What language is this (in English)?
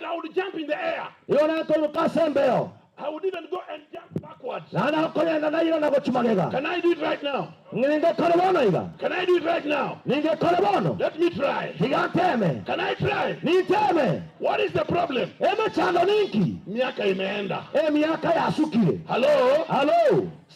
Gusii